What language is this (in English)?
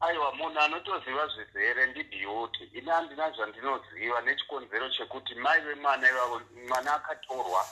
Shona